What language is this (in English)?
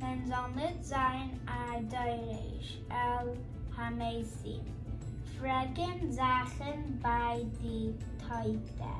Yiddish